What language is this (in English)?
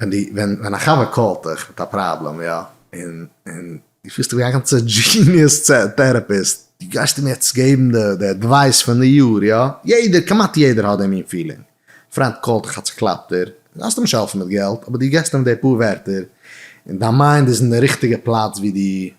Yiddish